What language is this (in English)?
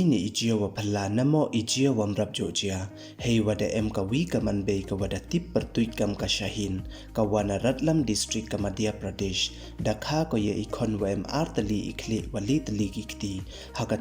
Pnar